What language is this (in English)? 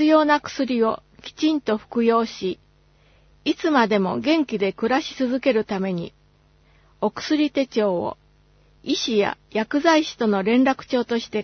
Japanese